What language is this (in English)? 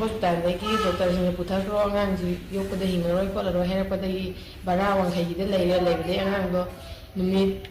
Manipuri